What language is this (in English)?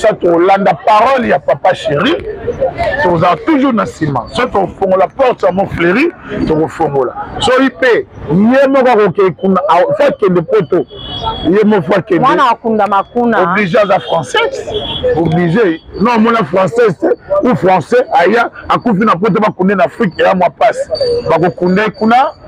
Lingala